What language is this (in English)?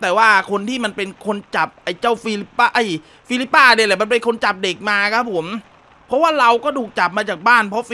Thai